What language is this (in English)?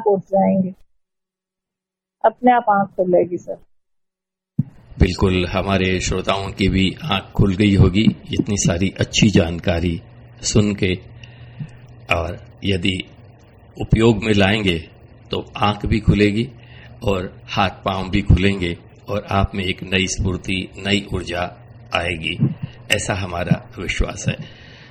Hindi